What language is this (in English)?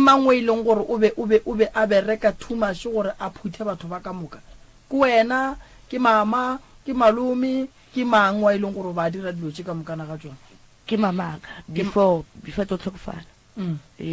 Northern Sotho